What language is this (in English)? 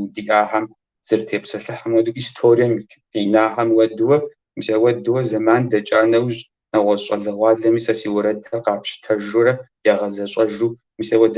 Kabardian